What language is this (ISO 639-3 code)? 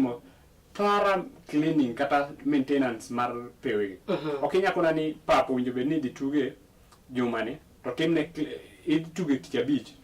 luo